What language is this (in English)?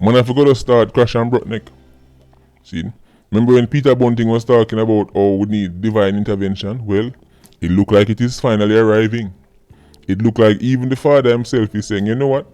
Jamaican Creole English